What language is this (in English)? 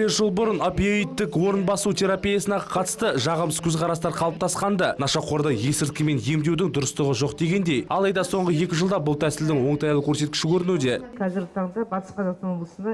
Kazakh